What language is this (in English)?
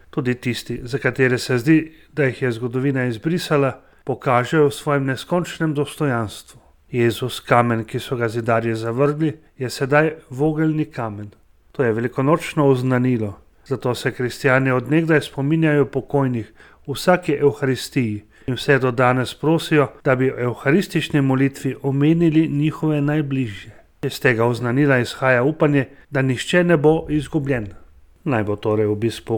Slovenian